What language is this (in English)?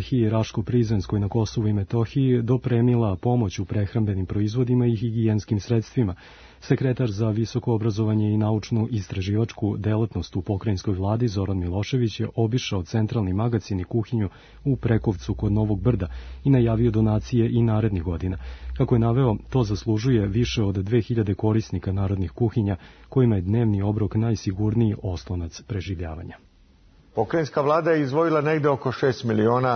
Serbian